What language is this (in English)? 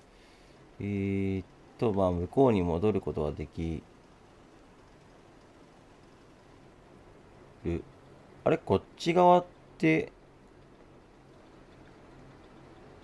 Japanese